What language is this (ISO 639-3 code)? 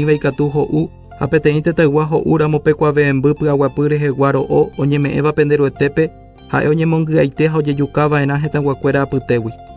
grn